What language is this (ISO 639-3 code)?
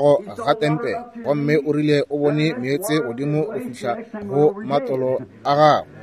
nso